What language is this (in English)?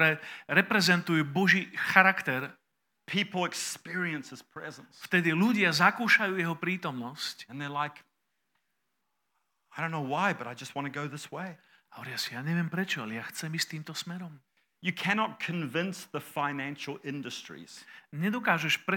Slovak